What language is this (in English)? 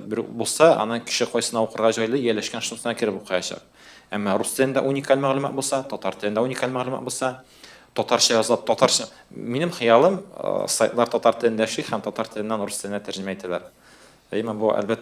Tatar